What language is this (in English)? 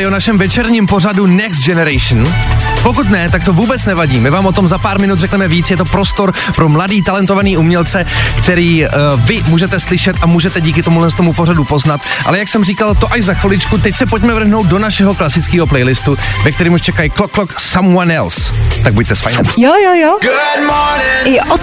Czech